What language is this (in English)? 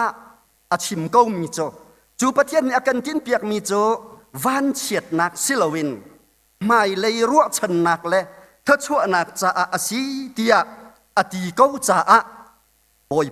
Hakha Chin